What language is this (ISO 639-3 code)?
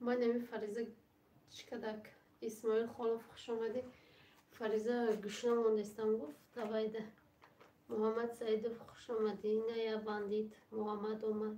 tgk